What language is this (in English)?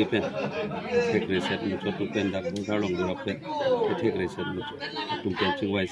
Karbi